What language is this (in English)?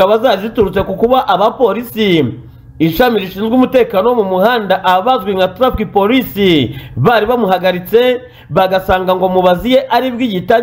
Kinyarwanda